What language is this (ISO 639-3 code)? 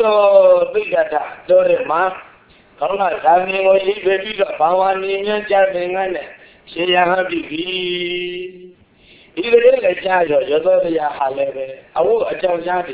mya